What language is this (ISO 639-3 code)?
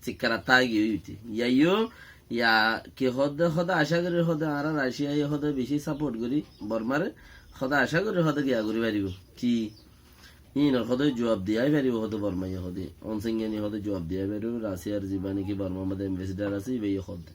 rhg